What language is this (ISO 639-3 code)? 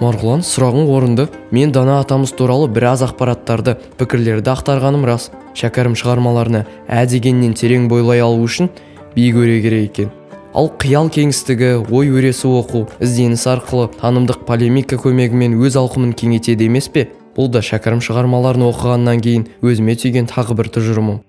kaz